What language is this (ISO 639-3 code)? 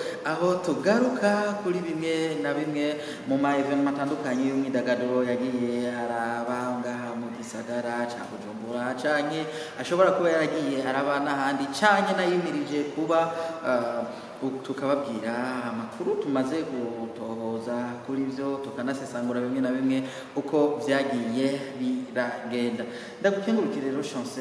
run